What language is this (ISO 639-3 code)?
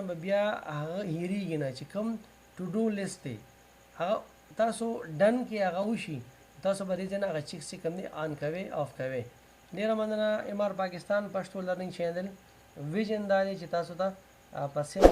pus